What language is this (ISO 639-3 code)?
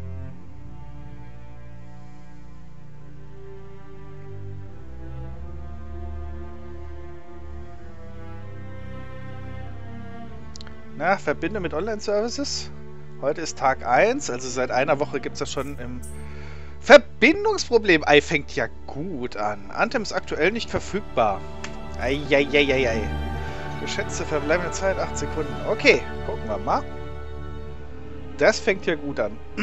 deu